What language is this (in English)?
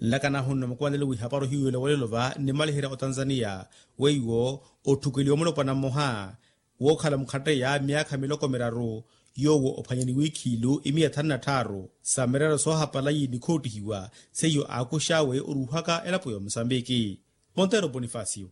Makhuwa